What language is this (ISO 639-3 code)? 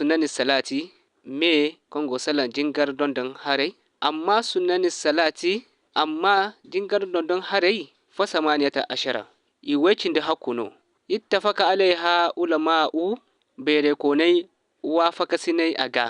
dje